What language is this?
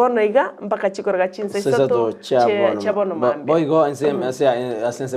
Gusii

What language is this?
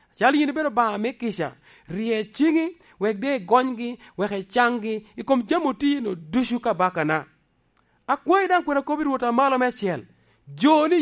Lango (Uganda)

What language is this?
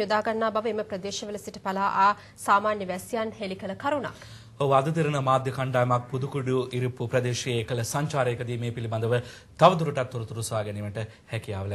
Sinhala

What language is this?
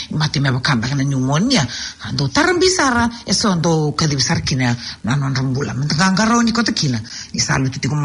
Fijian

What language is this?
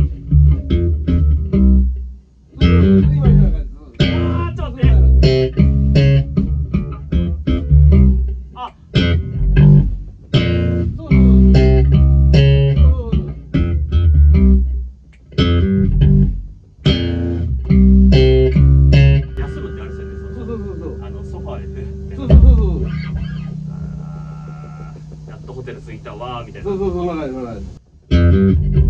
Japanese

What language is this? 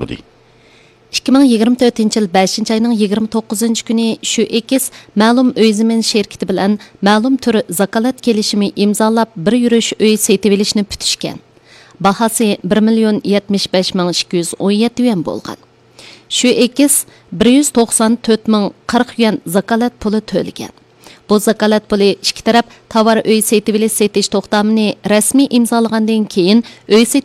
Uyghur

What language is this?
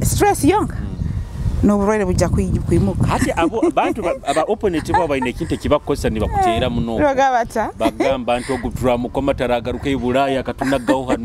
Nyoro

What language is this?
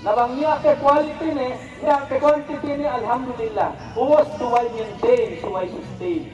Yakan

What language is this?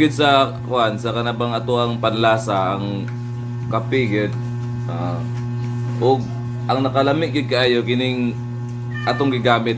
Cebuano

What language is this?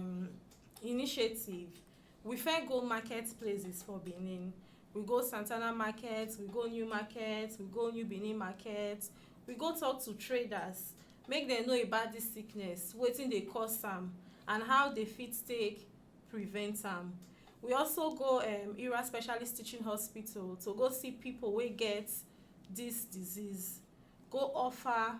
Nigerian Pidgin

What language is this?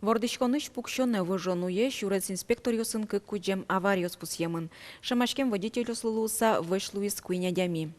Udmurt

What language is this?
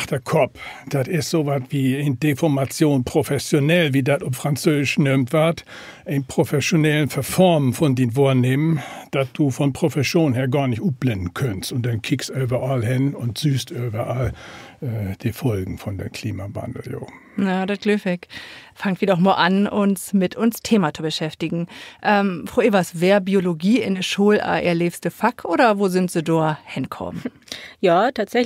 Low German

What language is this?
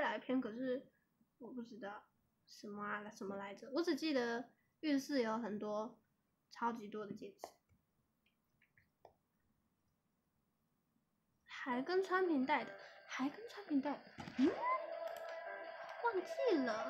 Chinese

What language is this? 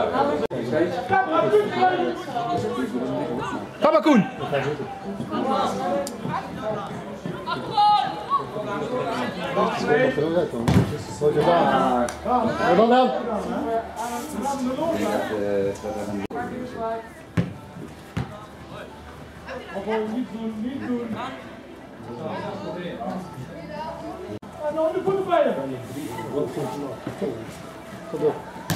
Dutch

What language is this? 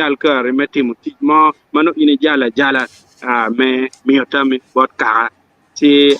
Acoli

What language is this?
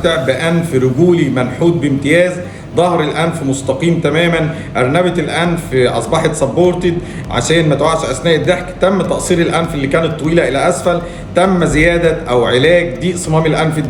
Egyptian Arabic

